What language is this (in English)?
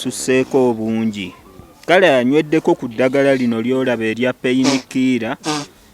Ganda